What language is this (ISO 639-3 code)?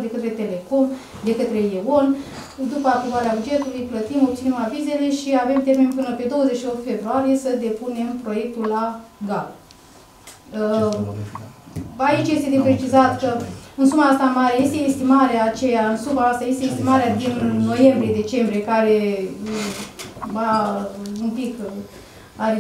ron